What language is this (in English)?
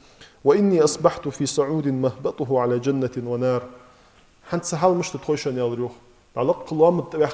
Ingush